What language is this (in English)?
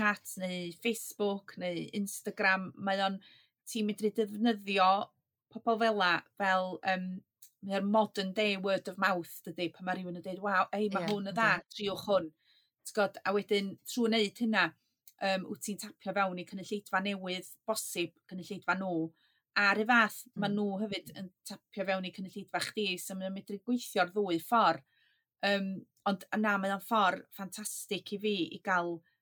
Welsh